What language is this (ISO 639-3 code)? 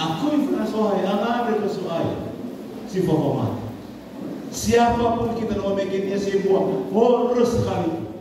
nia